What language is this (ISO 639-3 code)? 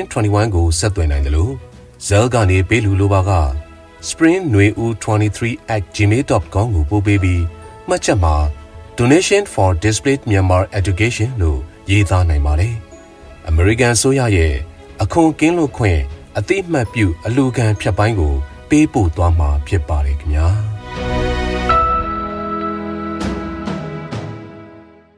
mya